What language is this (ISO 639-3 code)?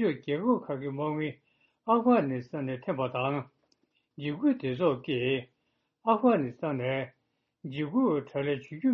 bod